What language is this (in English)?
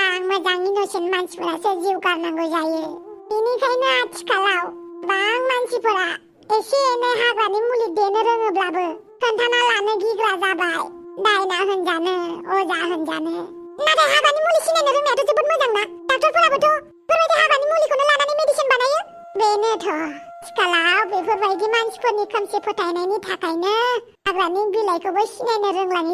Bodo